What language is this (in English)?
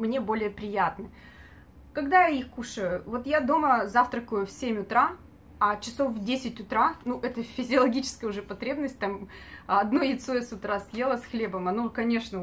Russian